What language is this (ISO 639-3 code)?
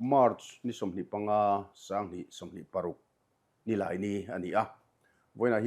lus